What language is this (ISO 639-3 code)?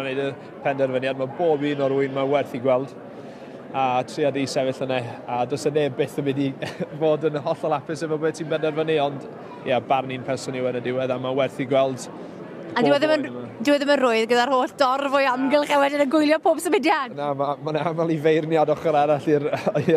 cym